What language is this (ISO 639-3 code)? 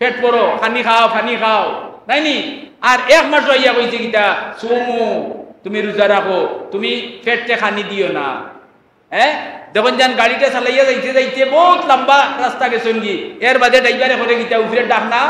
syl